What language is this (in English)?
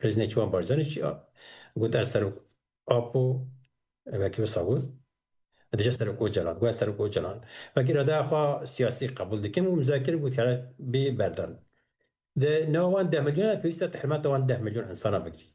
Kurdish